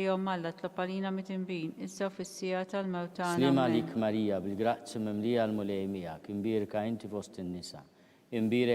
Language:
Maltese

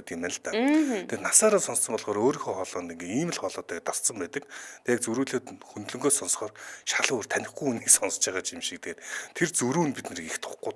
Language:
Mongolian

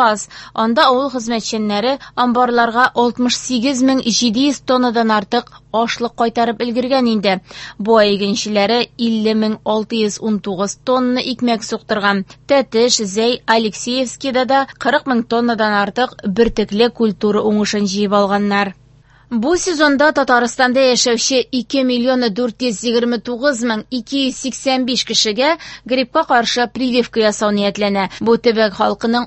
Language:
Tatar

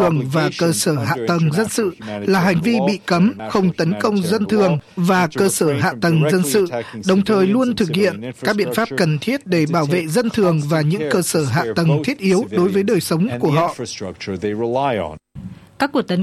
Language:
Vietnamese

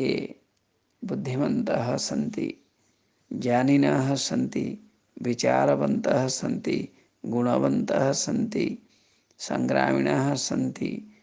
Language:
Sanskrit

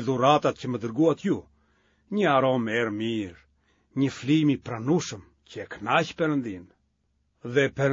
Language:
Albanian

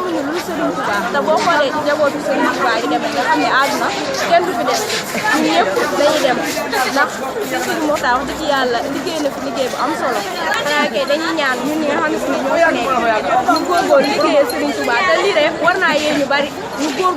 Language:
Wolof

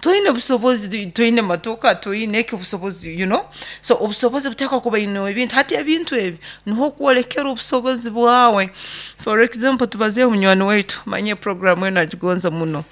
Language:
Nyoro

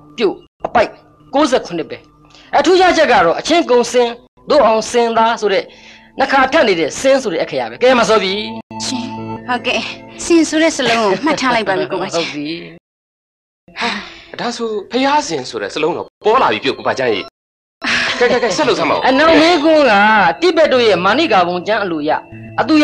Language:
Burmese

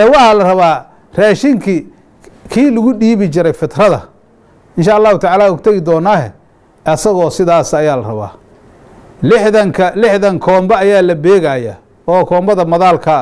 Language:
Somali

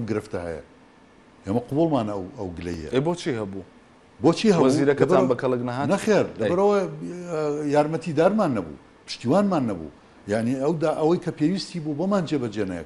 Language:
Central Kurdish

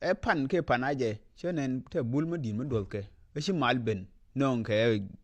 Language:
Nuer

